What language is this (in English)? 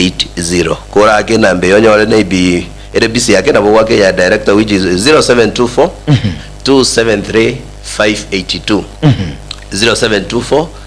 Gusii